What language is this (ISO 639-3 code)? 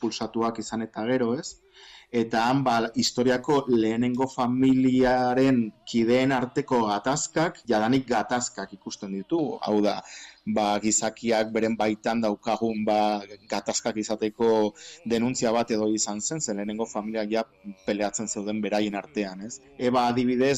eus